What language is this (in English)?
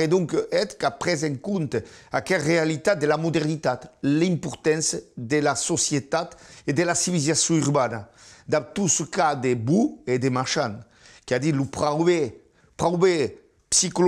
Occitan